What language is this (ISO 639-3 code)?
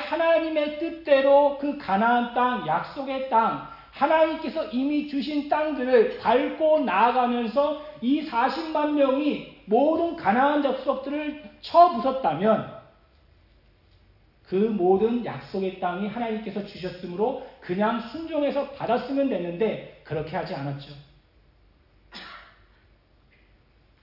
kor